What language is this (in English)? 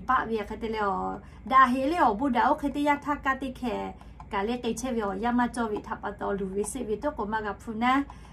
Lahu